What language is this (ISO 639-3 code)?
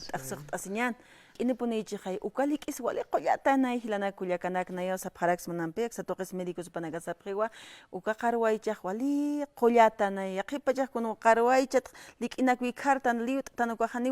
aym